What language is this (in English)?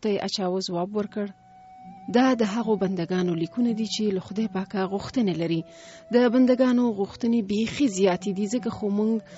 Pashto